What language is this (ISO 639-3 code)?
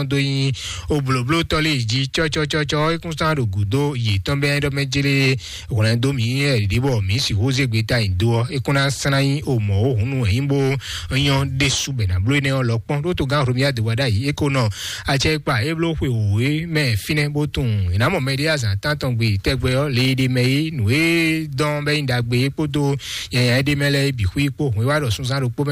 fon